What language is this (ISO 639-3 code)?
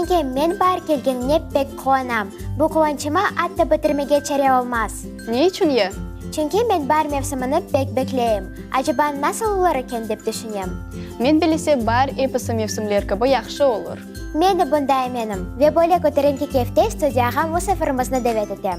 crh